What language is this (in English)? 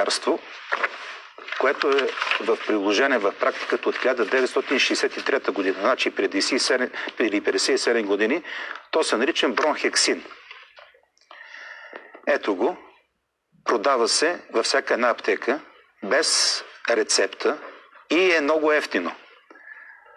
Bulgarian